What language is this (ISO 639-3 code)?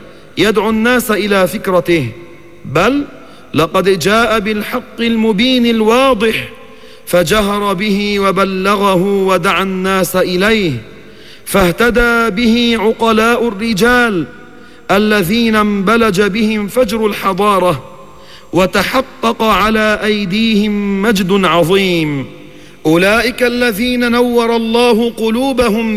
ara